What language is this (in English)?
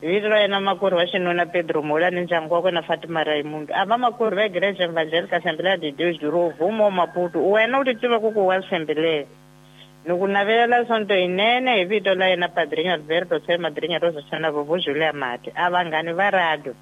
Tsonga